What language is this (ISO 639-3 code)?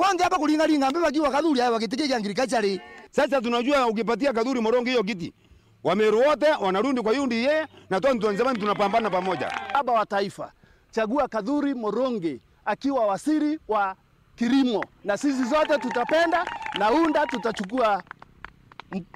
mer